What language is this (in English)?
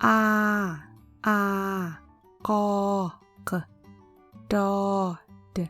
Hmong